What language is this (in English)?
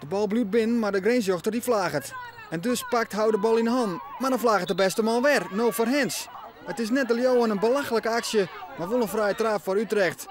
Western Frisian